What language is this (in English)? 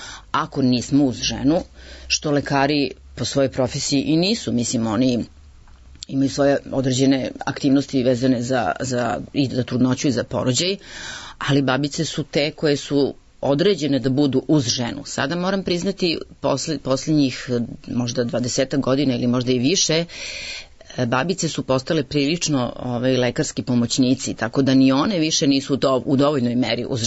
Serbian